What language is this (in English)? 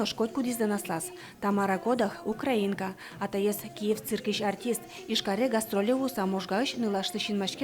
Udmurt